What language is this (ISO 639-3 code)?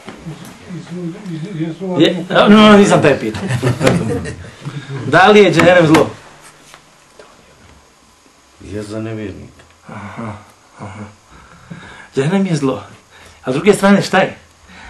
bos